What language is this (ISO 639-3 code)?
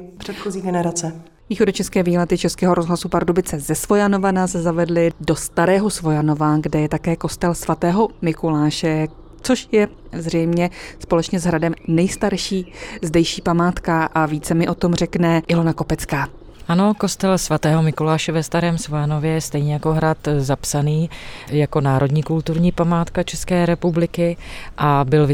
ces